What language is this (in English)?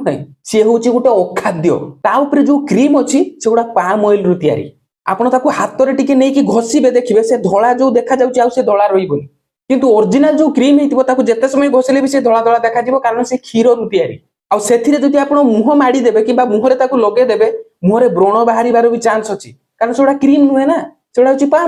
Odia